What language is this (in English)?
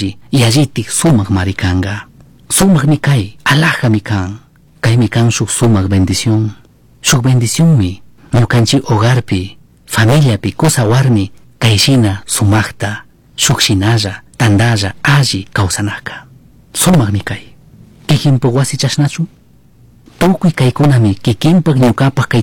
Chimborazo Highland Quichua